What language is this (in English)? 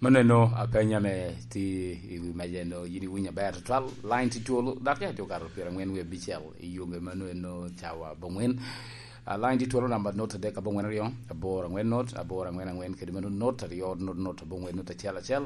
Lango (Uganda)